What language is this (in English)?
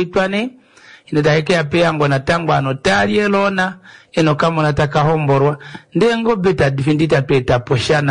Kuanyama